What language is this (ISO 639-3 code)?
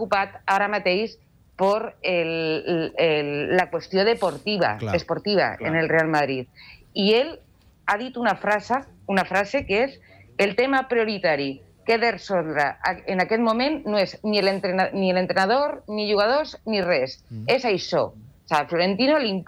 cat